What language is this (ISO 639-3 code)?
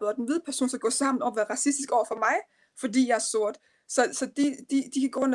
dan